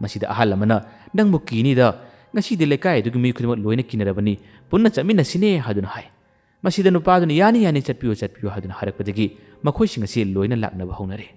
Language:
Manipuri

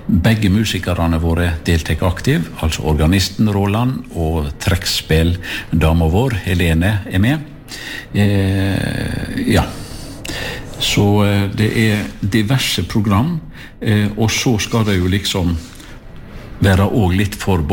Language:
Norwegian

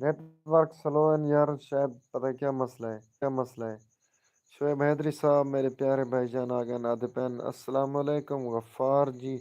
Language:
Saraiki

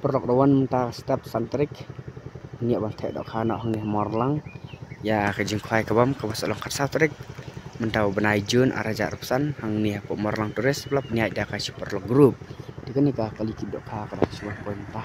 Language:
Khasi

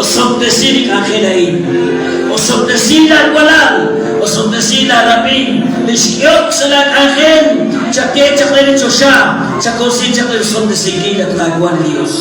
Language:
Kekchí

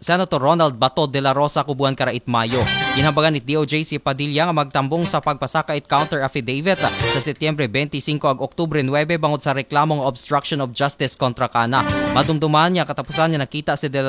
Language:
Aklanon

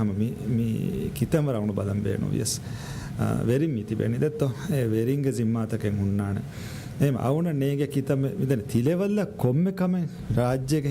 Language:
Divehi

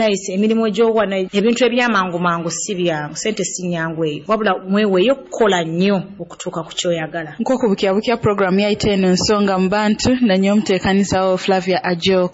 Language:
Nyoro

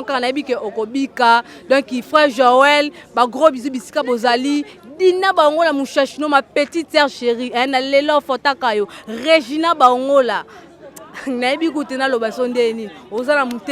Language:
Lingala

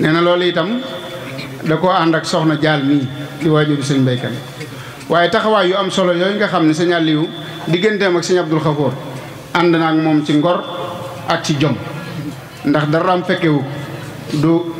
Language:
Wolof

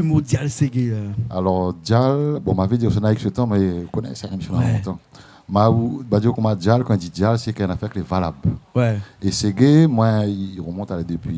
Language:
Réunion Creole French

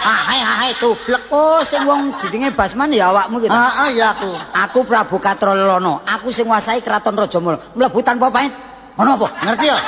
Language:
Javanese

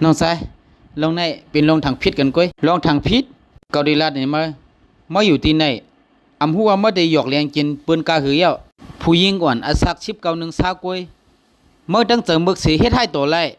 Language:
Shan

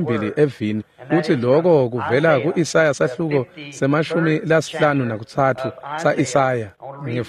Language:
Swati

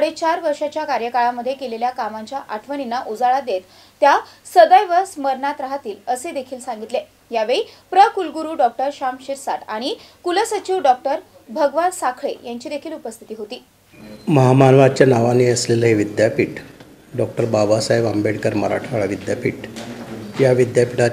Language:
Marathi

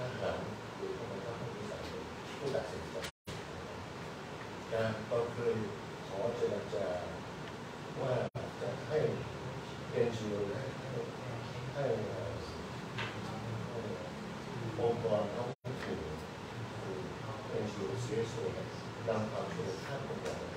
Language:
Thai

